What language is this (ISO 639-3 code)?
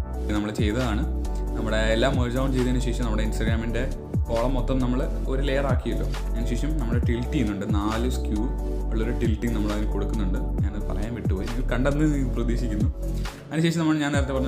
mal